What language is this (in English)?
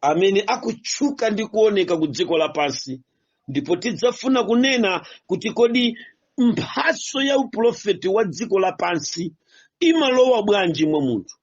Nyanja